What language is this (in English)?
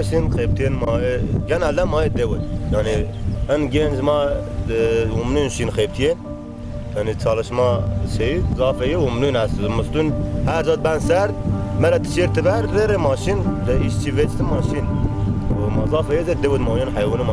Zaza